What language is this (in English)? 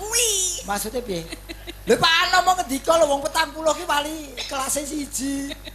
Javanese